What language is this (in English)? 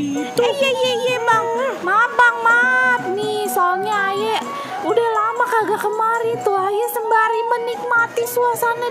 Betawi